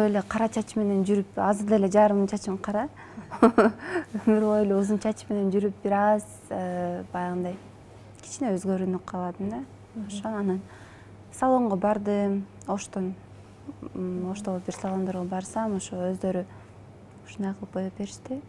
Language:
Kyrgyz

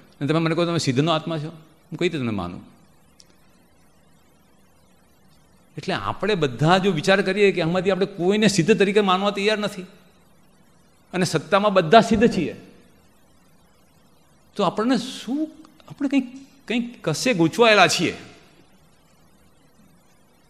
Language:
Gujarati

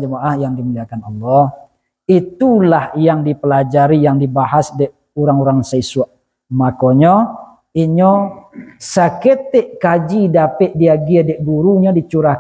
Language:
Minangkabau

